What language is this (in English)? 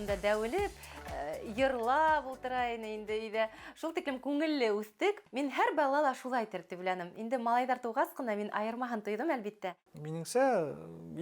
Bashkir